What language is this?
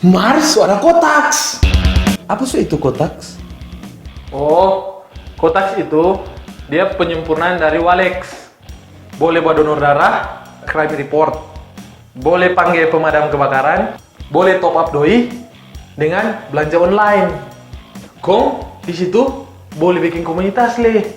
Manado Malay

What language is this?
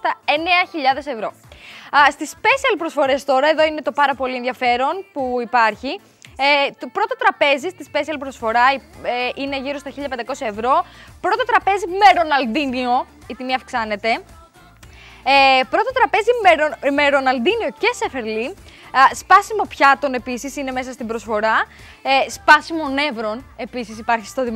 Greek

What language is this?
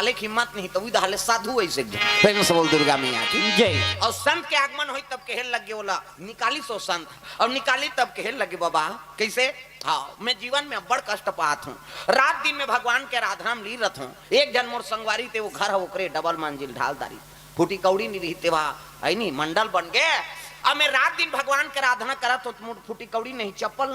Chhattisgarhi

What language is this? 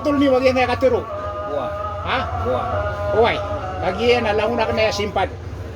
Maranao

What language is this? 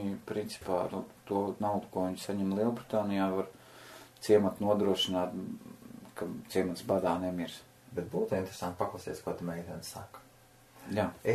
Latvian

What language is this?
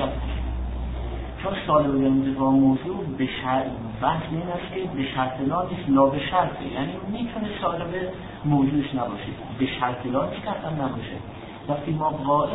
Persian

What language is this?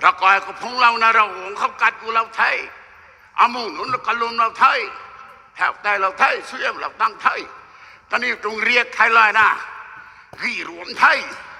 Rongmei Naga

